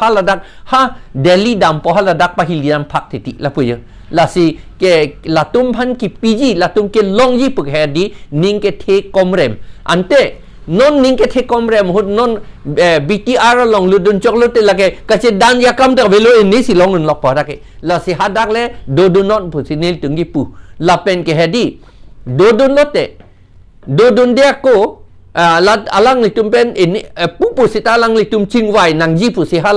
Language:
Karbi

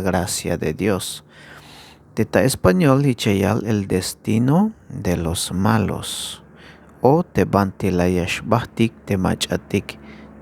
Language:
Tzeltal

